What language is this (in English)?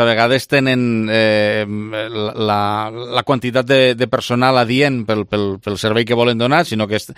Catalan